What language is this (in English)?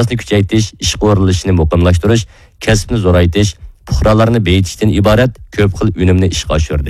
Uyghur